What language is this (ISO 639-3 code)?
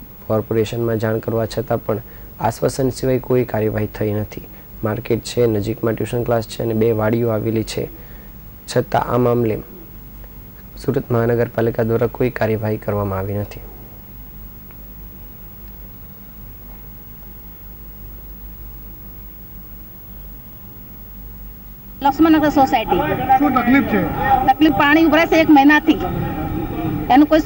guj